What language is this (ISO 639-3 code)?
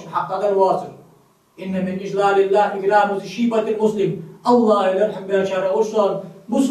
inh